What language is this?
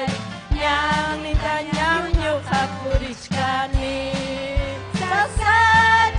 Ayacucho Quechua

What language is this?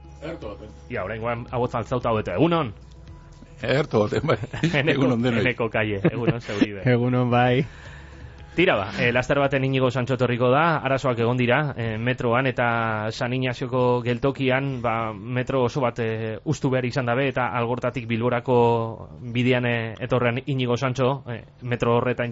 Basque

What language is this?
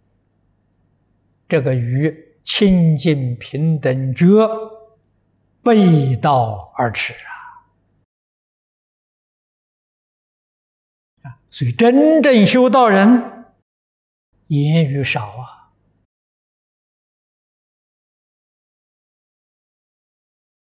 Chinese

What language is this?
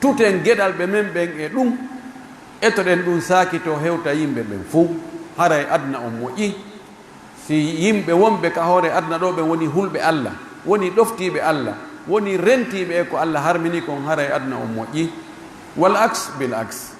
Pular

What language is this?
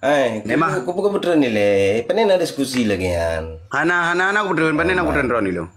Achinese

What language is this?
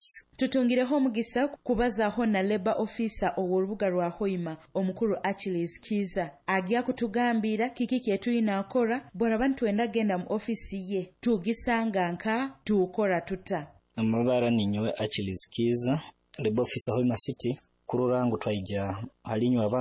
Nyoro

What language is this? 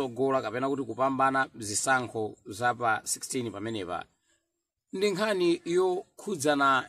Nyanja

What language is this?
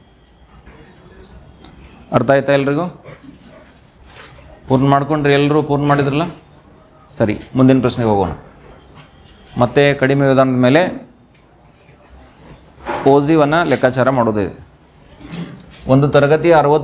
Kannada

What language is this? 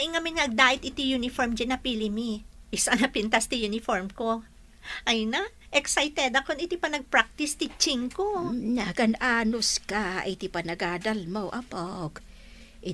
Iloko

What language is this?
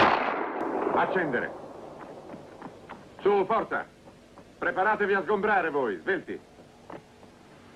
Italian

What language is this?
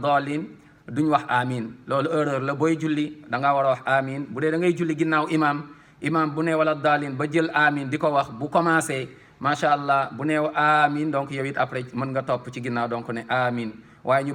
Wolof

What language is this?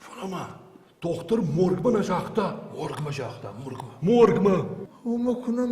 Ossetic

